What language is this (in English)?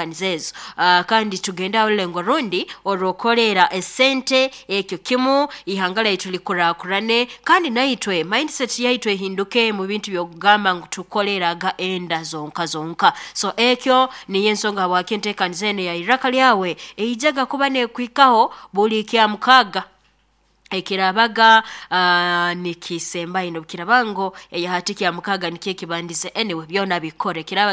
Nyoro